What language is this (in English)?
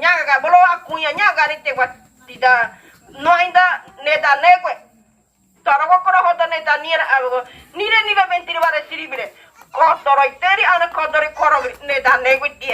Ngäbere